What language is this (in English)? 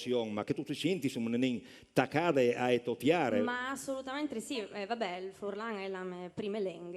Friulian